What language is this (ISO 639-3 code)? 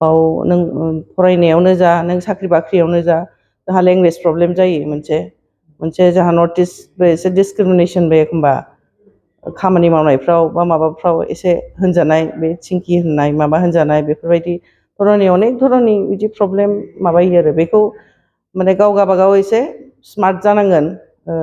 brx